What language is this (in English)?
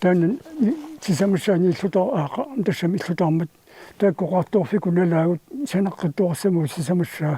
Kalaallisut